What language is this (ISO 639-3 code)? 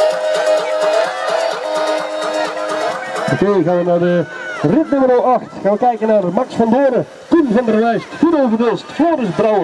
nld